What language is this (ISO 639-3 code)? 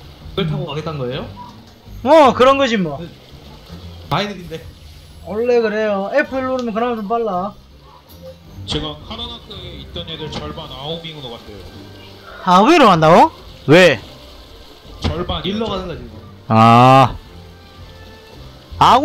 kor